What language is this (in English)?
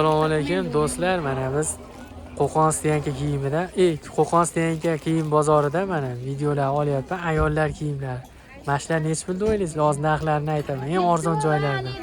Uzbek